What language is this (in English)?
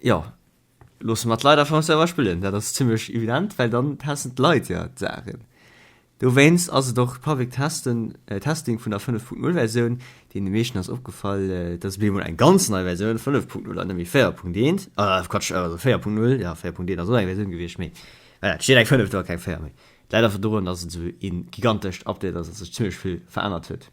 Luxembourgish